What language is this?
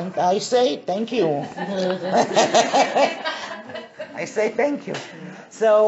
English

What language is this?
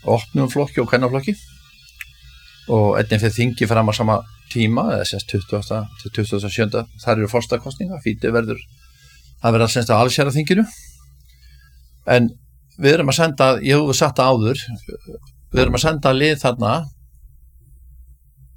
Icelandic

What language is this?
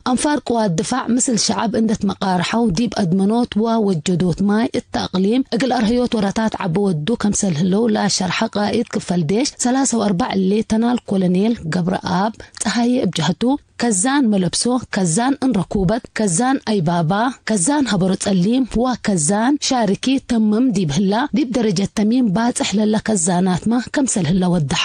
Tigre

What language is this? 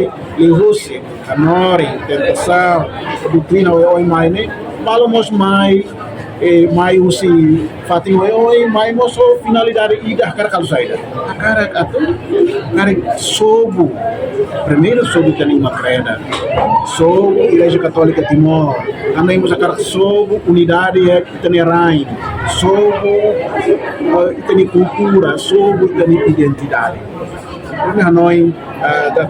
Tetum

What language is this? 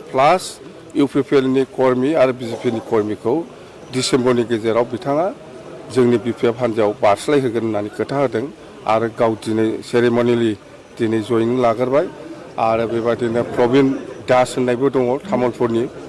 Bodo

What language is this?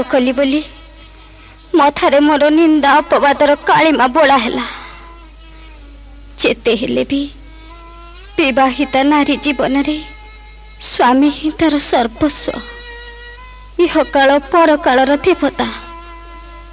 Odia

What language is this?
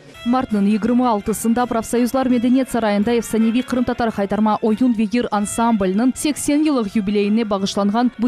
Crimean Tatar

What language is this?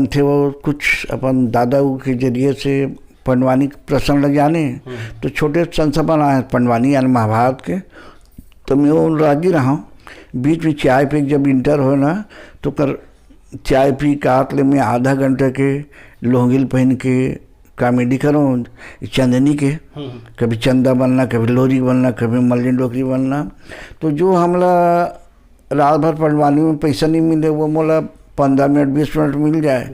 Chhattisgarhi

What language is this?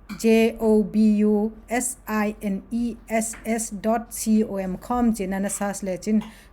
Tedim Chin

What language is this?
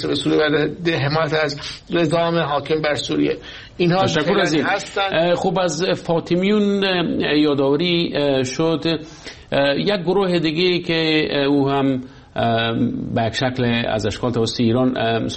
Persian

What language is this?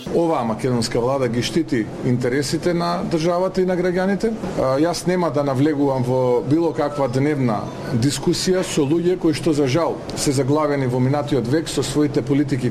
Macedonian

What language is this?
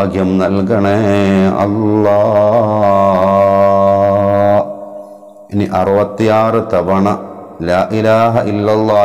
Malayalam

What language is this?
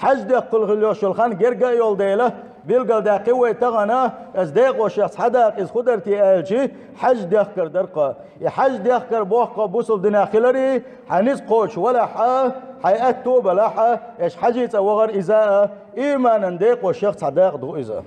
Chechen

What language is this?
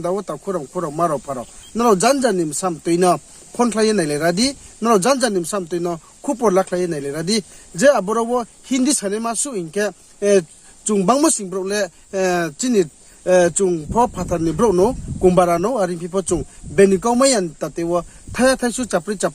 Riang (India)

